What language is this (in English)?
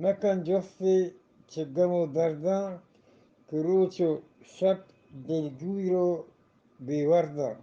Eastern Balochi